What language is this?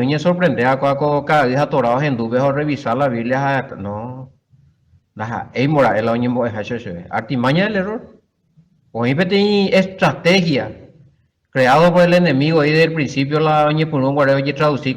Guarani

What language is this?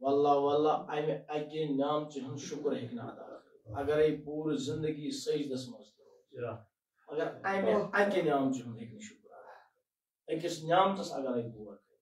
Kashmiri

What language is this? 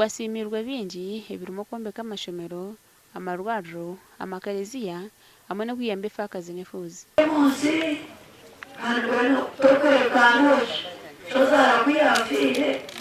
Nyankole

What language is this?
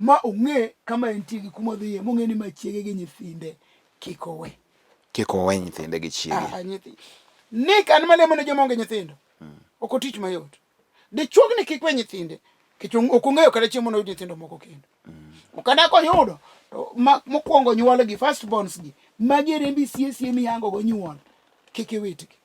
Luo (Kenya and Tanzania)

